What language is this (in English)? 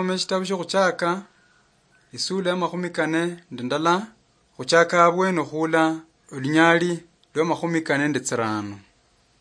Luyia